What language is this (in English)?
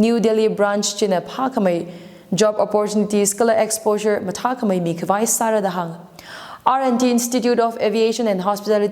Tangkhul Naga (India)